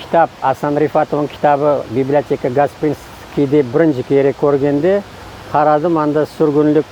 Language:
Crimean Tatar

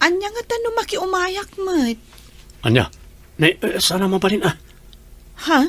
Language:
Iloko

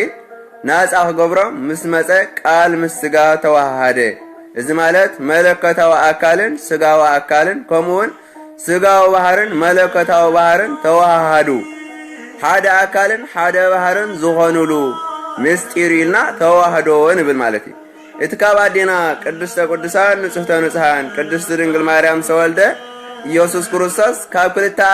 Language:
Tigrinya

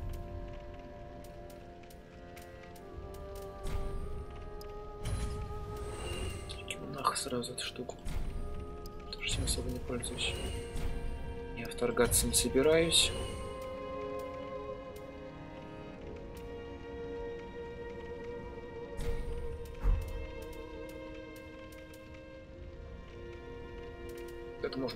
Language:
Russian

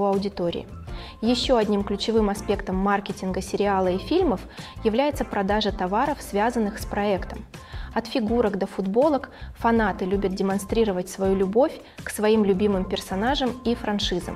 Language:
Russian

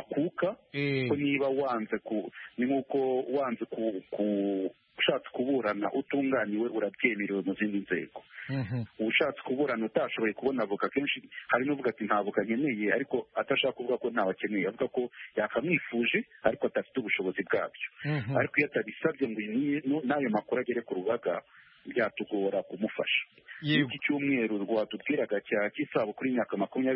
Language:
Kinyarwanda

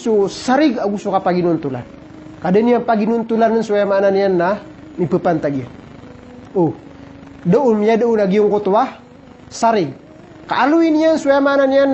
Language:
Maranao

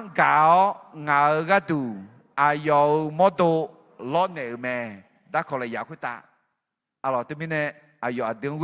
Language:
Akha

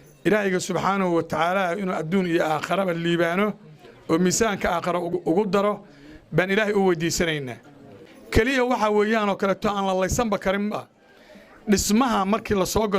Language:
Somali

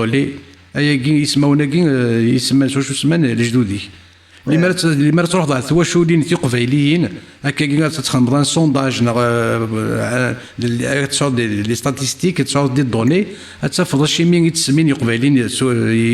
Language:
Kabyle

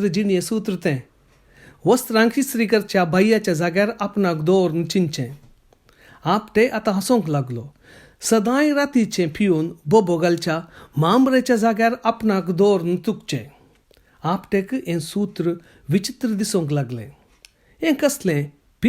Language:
Konkani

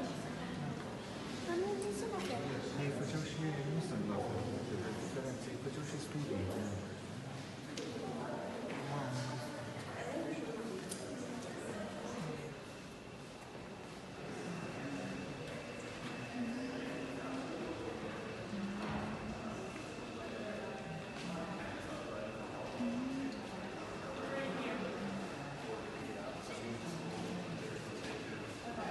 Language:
Romanian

